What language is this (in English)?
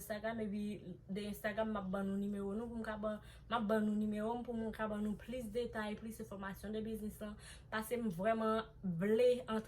Haitian Creole